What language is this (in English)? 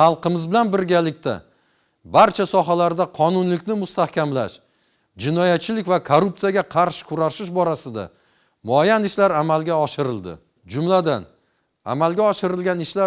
Uzbek